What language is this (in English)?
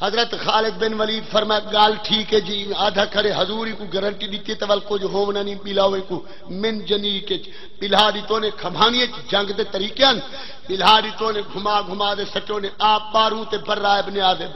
Saraiki